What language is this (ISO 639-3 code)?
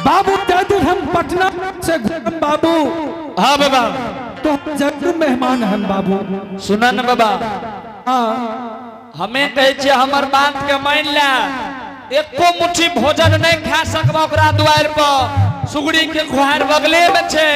anp